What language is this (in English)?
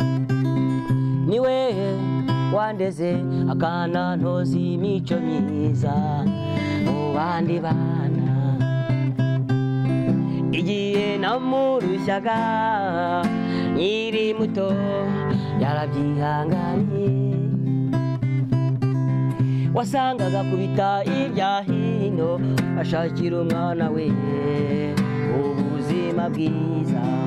Kinyarwanda